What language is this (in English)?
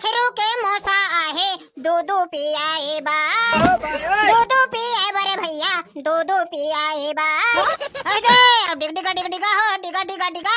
Chhattisgarhi